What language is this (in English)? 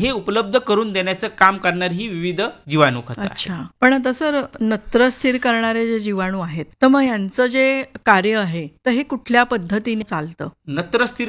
Marathi